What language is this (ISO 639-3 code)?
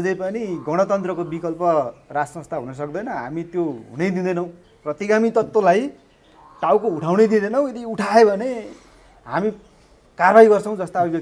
nep